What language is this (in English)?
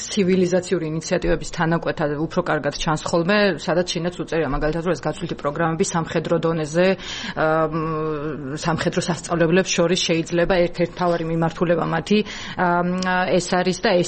Georgian